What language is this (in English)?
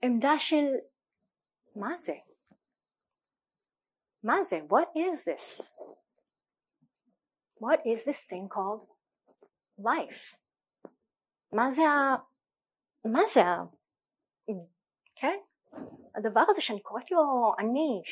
Hebrew